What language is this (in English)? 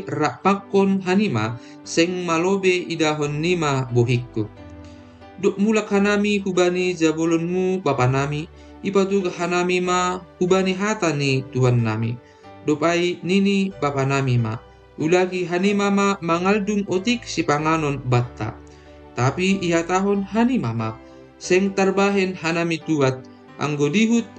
Batak Simalungun